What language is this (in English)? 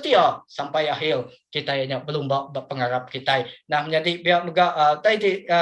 Iban